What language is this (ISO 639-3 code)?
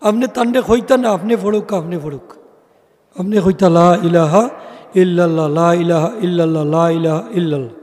syl